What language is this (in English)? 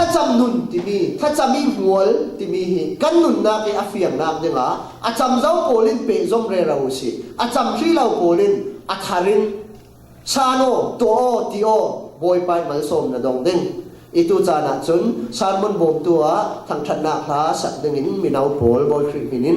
Falam Chin